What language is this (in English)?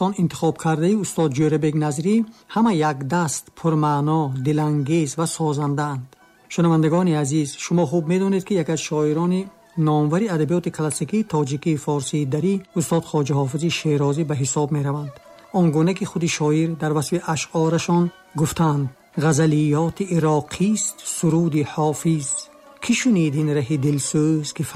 Tajik